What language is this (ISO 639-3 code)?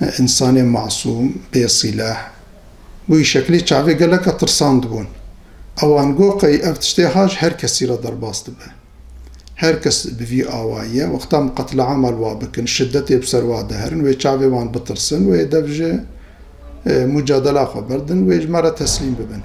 kur